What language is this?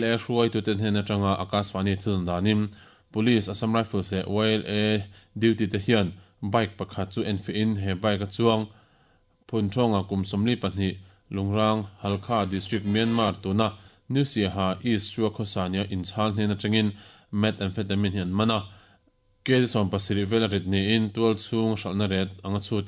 Mizo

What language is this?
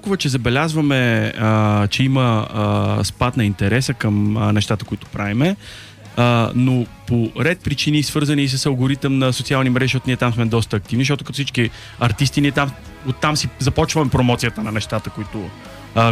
Bulgarian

